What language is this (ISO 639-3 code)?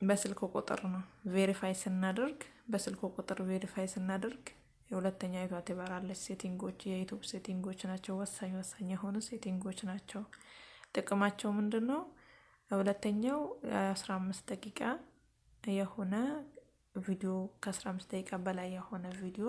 amh